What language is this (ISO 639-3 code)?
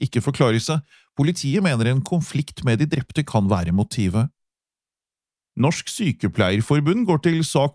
nor